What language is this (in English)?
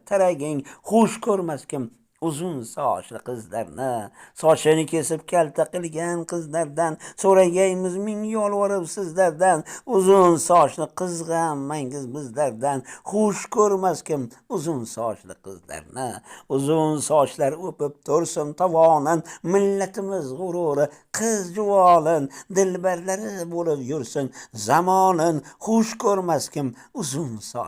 Uzbek